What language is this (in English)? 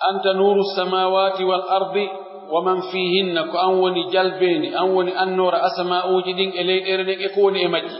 Pular